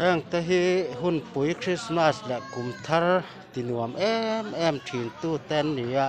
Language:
Mizo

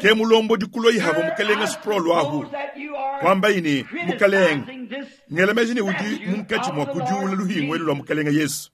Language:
Luba-Lulua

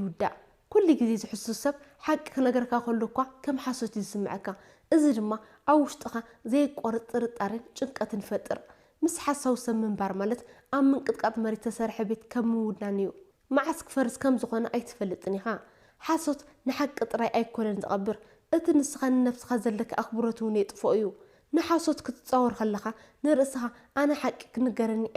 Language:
Tigrinya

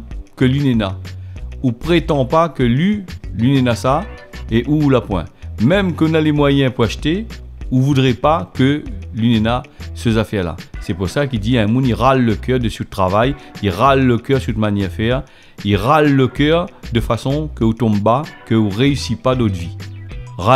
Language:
Réunion Creole French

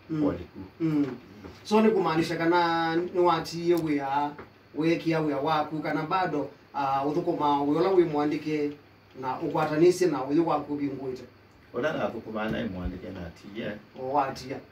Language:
Kamba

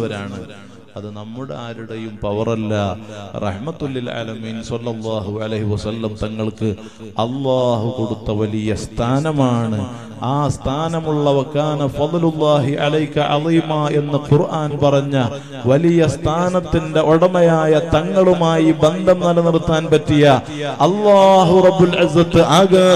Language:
Malayalam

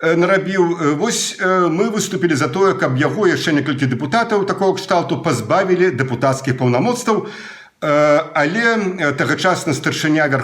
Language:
Belarusian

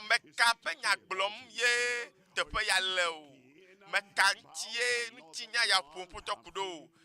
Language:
Ewe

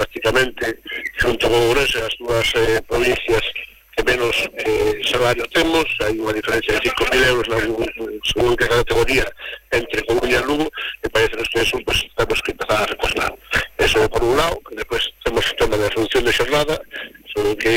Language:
Galician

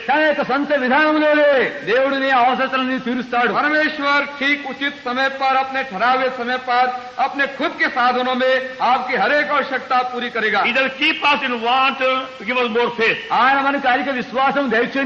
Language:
Telugu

